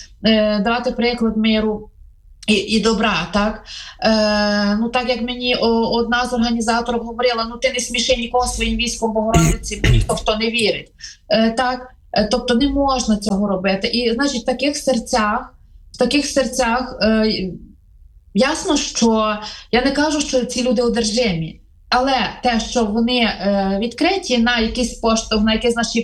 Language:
Ukrainian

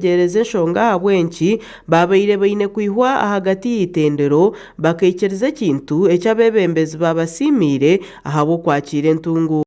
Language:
Nyankole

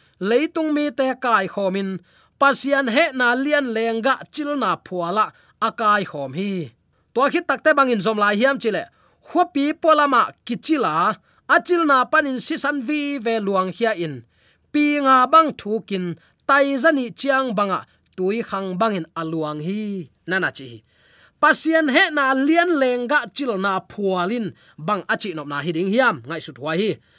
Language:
Tedim Chin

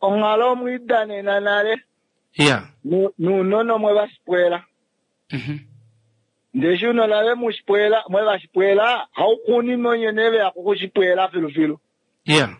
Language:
Kuanyama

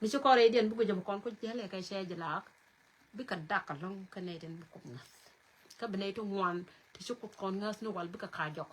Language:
Nuer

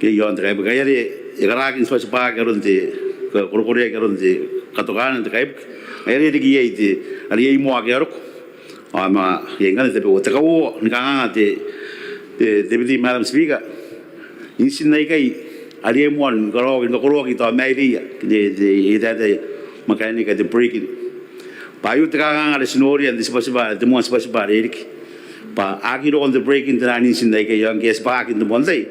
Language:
Gilbertese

